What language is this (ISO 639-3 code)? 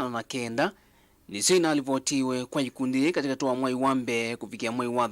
kam